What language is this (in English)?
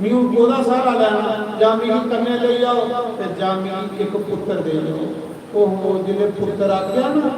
Dogri